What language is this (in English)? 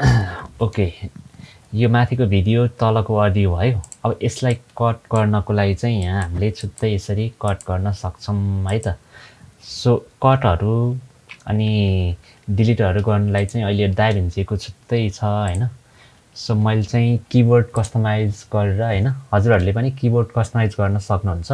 Nepali